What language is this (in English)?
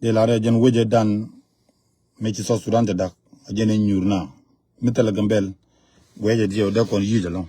Nuer